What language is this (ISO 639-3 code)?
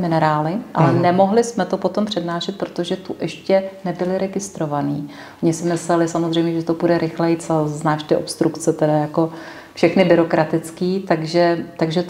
ces